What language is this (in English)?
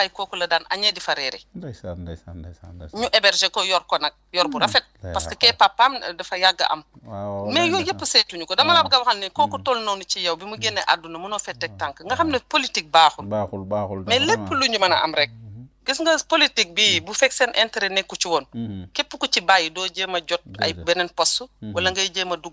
Wolof